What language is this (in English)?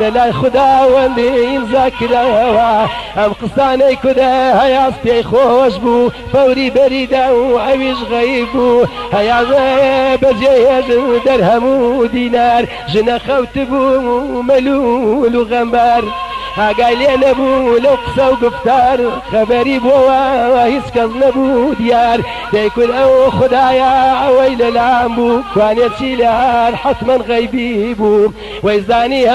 Central Kurdish